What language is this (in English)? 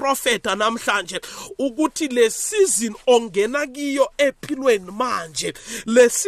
South Ndebele